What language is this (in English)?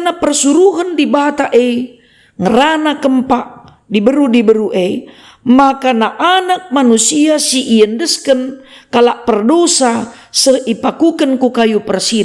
Batak Karo